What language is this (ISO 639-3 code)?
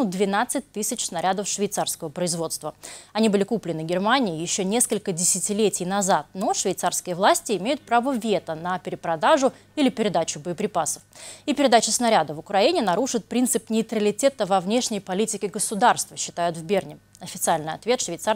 rus